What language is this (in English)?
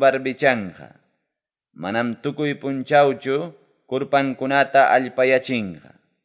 Ayacucho Quechua